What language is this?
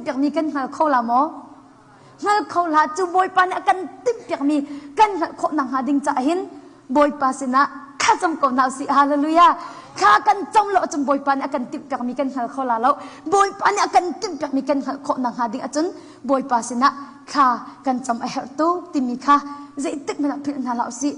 Hakha Chin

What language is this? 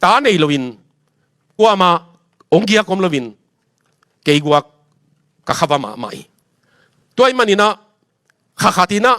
Tedim Chin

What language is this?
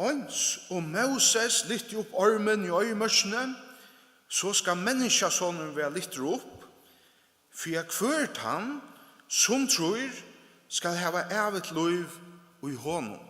Faroese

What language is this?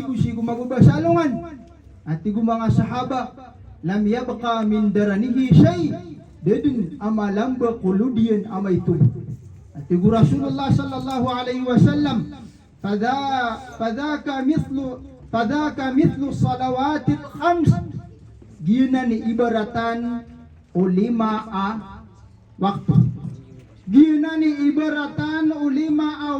Maranao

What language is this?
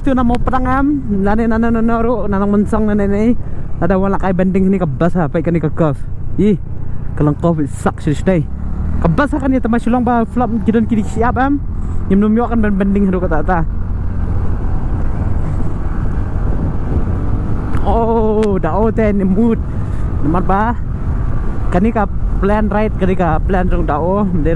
Khasi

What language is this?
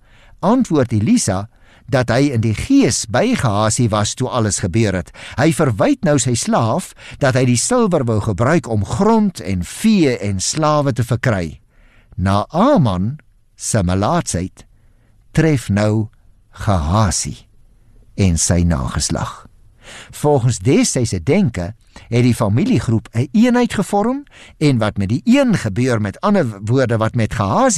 Afrikaans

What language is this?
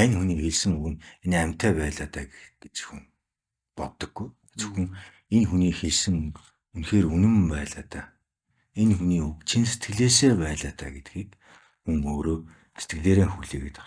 Mongolian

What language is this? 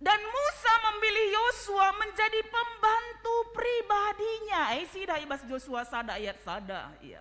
Batak Karo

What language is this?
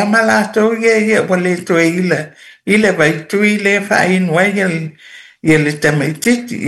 Samoan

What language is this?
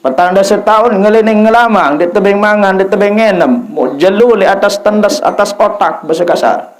Sasak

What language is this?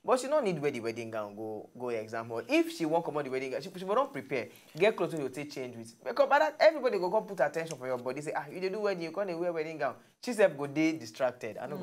Nigerian Pidgin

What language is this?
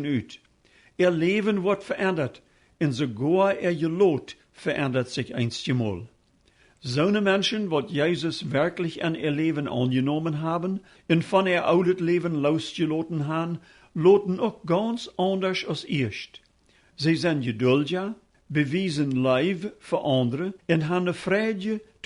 Plautdietsch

